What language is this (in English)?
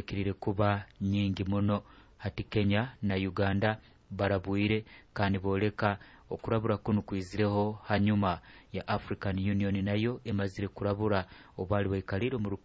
Nyoro